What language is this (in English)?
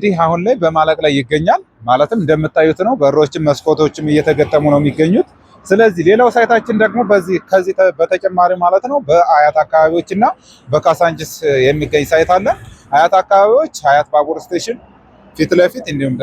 Amharic